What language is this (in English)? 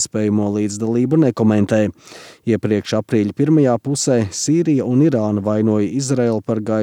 Latvian